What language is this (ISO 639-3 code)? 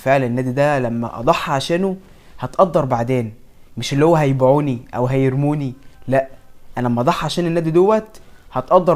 arz